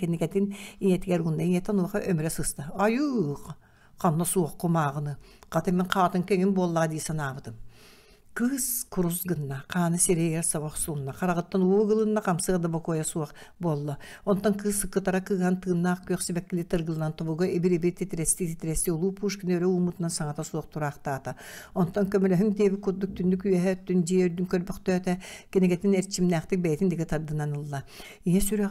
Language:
Yakut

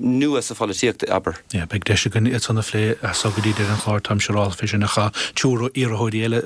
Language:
Irish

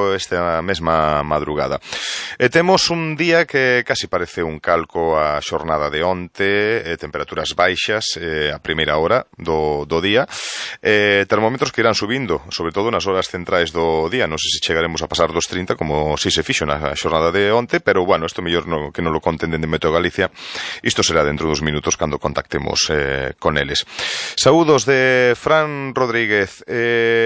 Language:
Galician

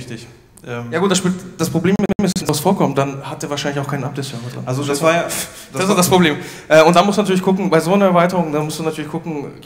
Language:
German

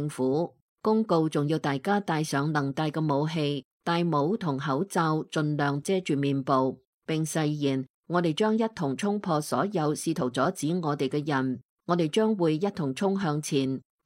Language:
Cantonese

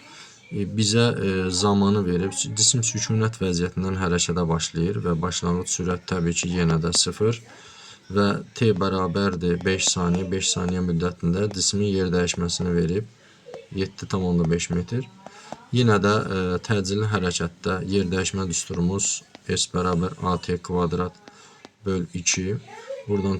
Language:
Azerbaijani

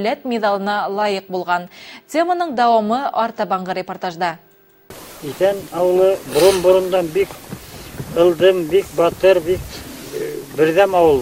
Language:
Bashkir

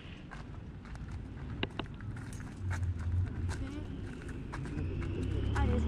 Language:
French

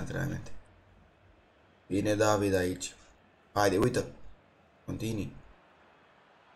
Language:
Romanian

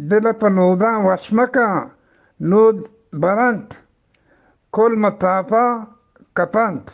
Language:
Eastern Balochi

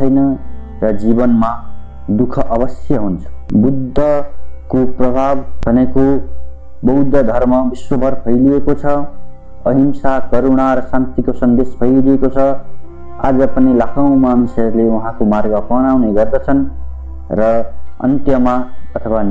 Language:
Nepali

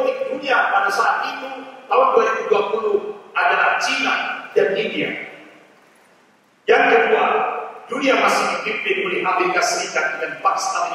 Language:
Indonesian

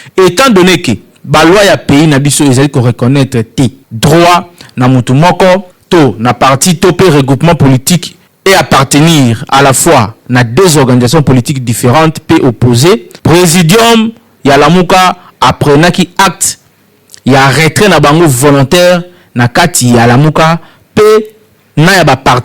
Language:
Lingala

